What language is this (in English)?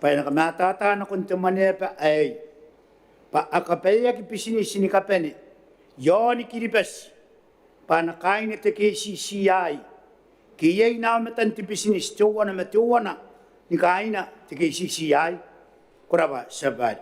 Gilbertese